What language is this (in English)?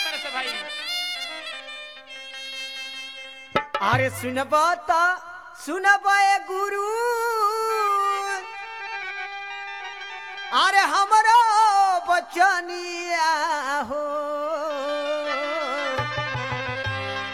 Bhojpuri